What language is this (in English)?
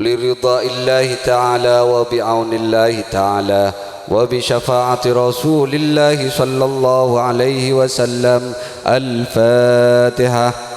Madurese